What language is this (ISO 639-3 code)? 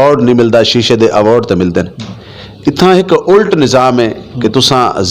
lah